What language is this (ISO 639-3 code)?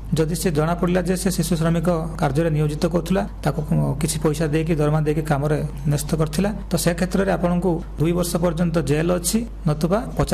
ori